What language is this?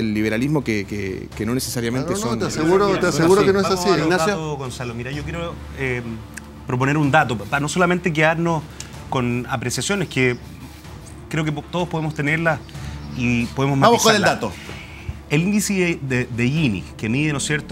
Spanish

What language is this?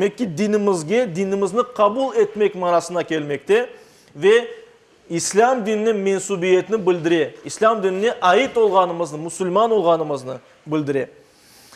Crimean Tatar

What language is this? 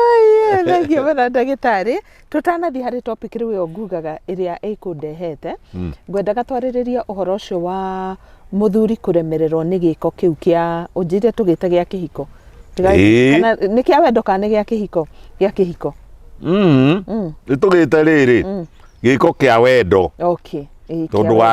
Kikuyu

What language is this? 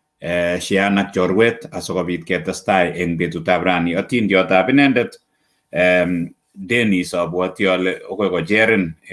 Kalenjin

